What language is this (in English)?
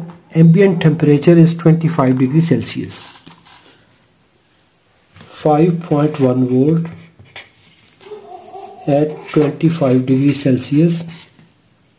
English